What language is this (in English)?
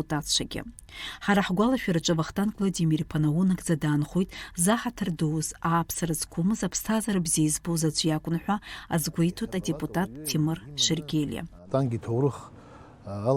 Abkhazian